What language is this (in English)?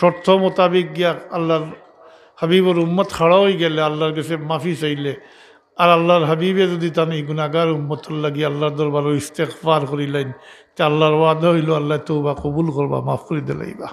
Sylheti